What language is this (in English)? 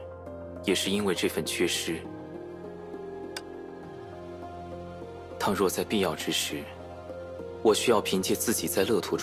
Chinese